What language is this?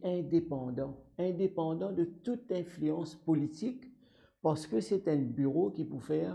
Morisyen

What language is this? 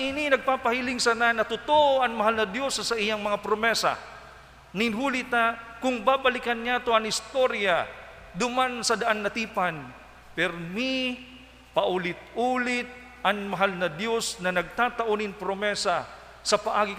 Bikol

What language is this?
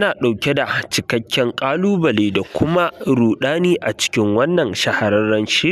Hausa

